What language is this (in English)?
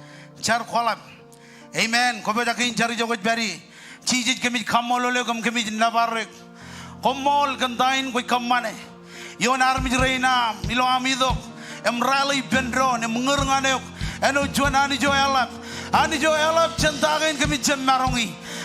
Marshallese